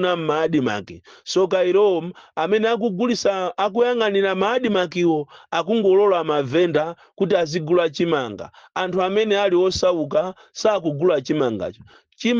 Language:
Nyanja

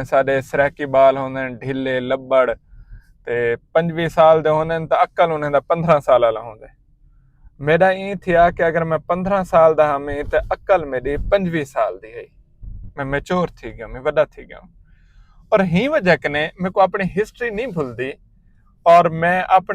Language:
Saraiki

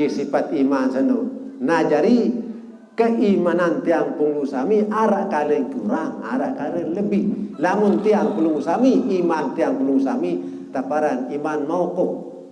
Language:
Sasak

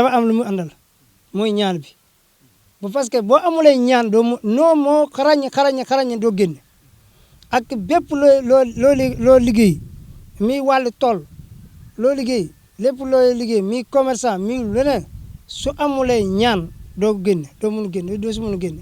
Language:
Wolof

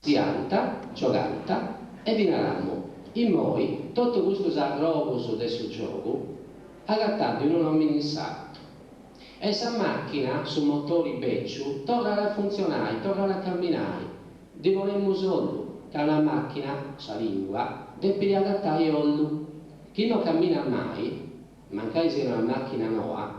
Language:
Sardinian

